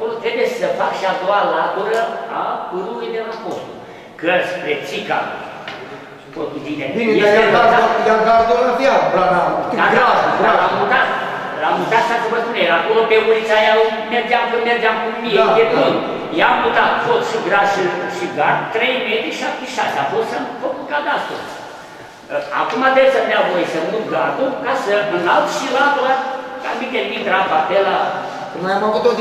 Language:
Romanian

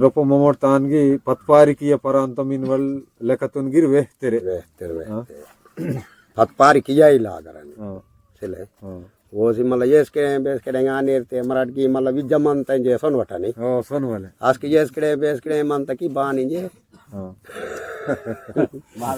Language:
Aheri Gondi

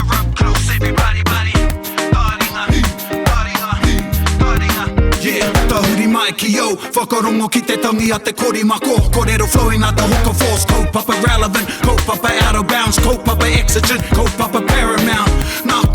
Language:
Māori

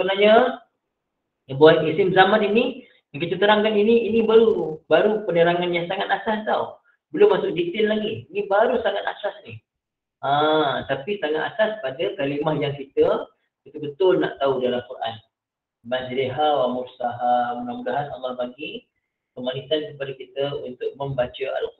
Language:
Malay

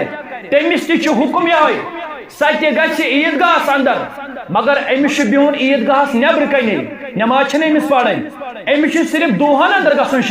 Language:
Kashmiri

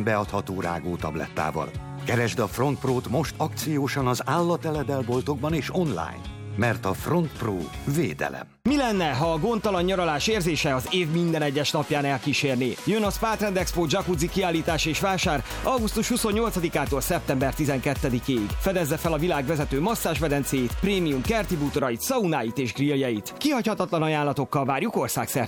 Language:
Hungarian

